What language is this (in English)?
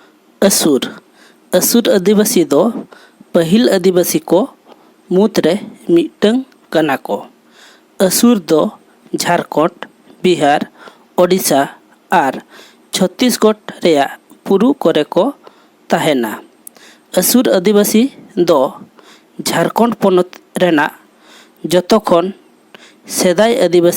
Santali